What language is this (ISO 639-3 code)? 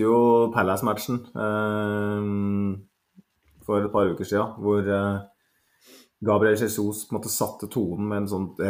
nor